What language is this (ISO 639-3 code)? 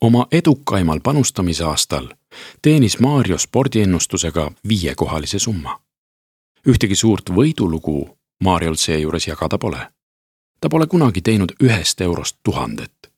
est